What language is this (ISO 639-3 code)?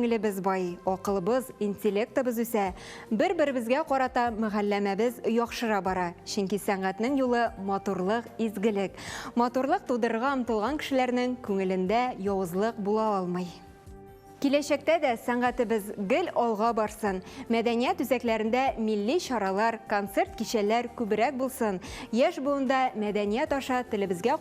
tat